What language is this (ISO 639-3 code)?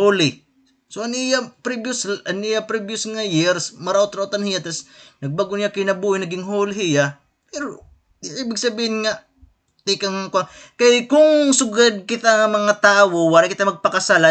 war